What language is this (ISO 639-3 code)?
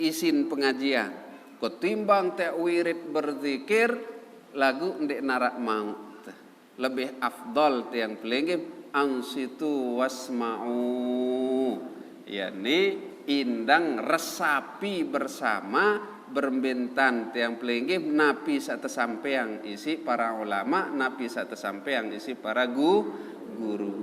sas